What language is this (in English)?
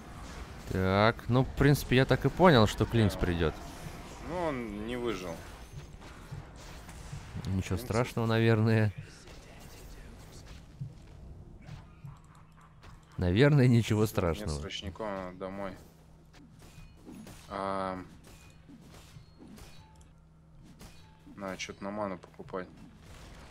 Russian